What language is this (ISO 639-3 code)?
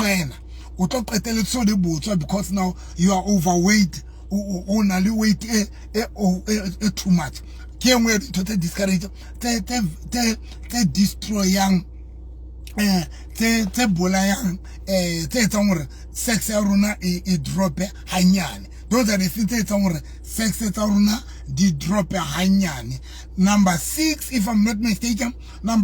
sot